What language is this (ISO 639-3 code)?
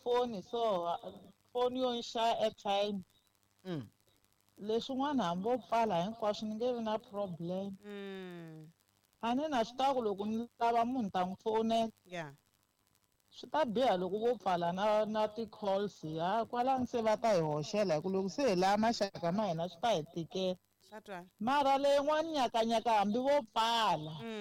tso